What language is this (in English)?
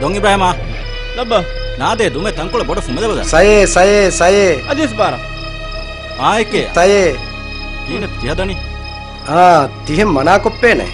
Divehi